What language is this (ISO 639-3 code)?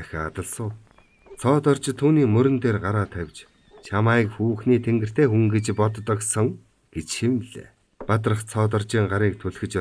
mon